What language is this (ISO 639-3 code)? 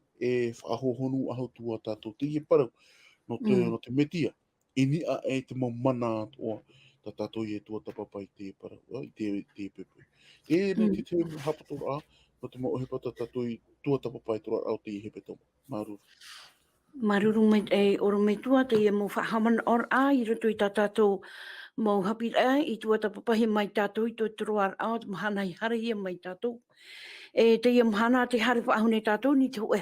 tah